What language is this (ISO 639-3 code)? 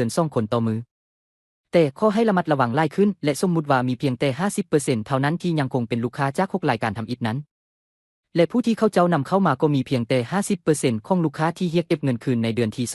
lao